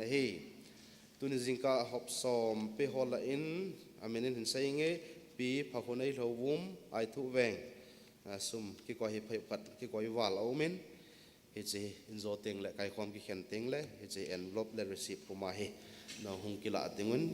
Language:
Thado Chin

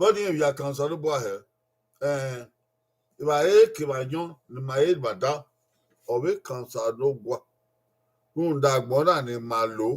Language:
Bini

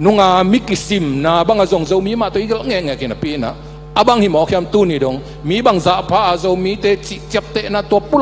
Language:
Tedim Chin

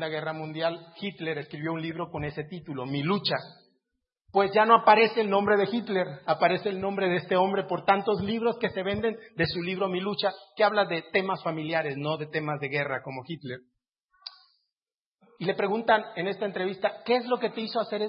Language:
Spanish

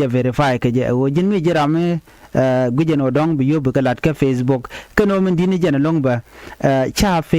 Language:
Nuer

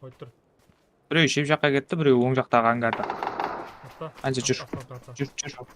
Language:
Kara-Kalpak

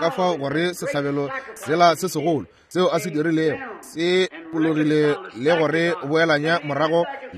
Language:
Northern Sotho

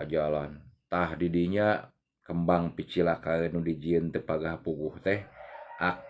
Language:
Sundanese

